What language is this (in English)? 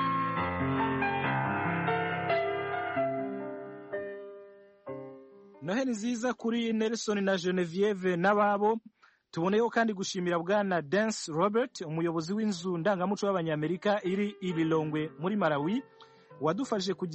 Kinyarwanda